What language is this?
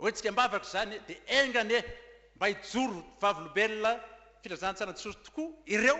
Malagasy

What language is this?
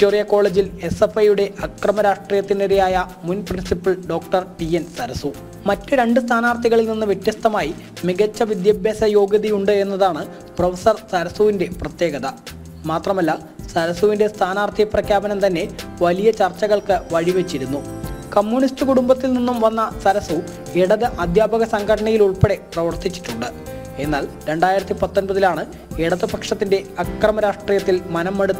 Malayalam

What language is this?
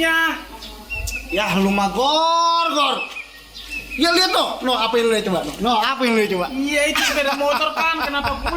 Betawi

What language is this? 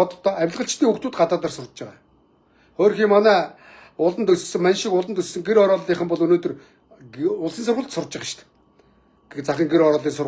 Mongolian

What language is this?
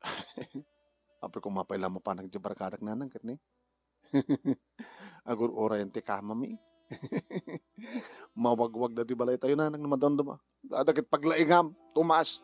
Iloko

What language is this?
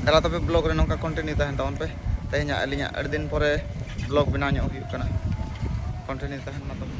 Santali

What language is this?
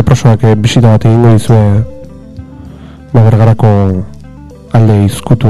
Basque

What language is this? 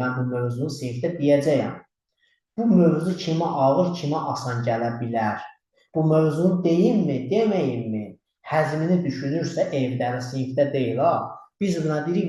Azerbaijani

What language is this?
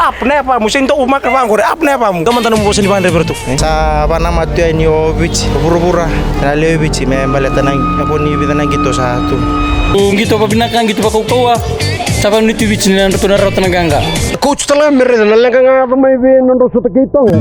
Fijian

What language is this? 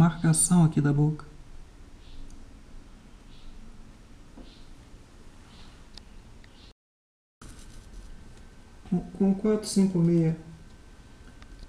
Portuguese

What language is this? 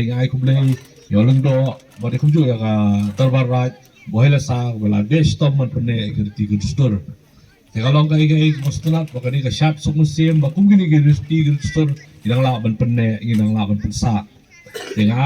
Khasi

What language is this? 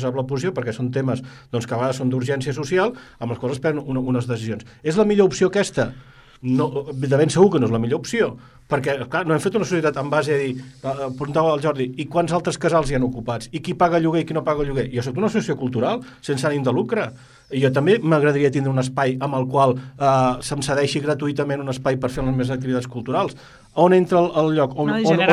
Catalan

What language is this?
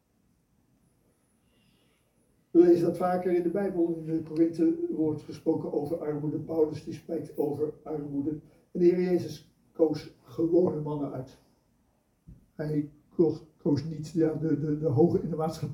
Dutch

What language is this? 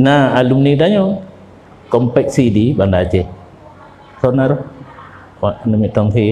Achinese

